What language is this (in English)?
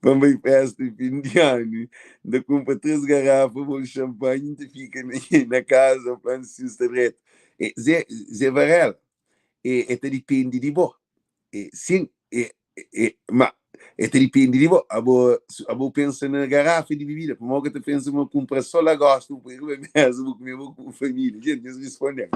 Kabuverdianu